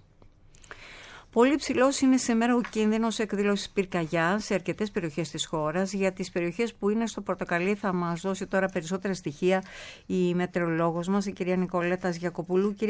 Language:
Greek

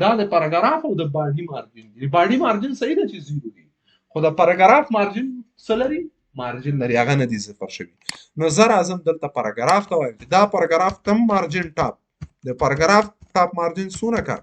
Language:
Pashto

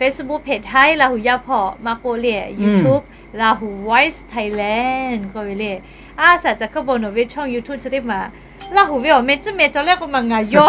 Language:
Lahu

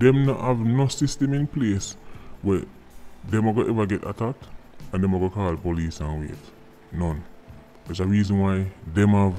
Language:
Jamaican Creole English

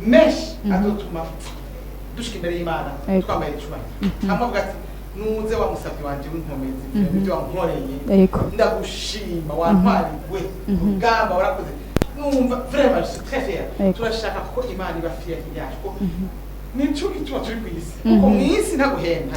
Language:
Rundi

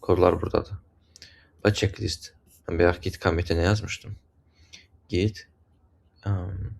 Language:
Azerbaijani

